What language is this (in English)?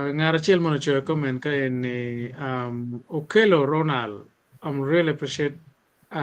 Acoli